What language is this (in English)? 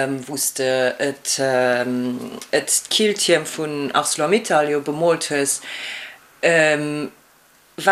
Luxembourgish